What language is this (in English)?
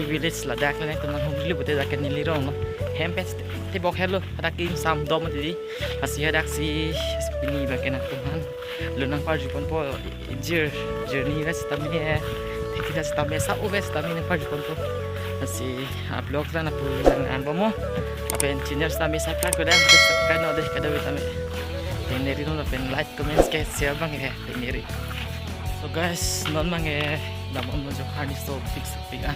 Karbi